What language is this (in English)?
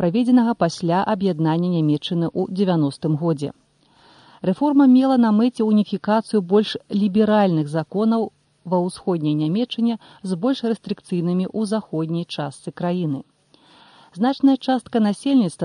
Belarusian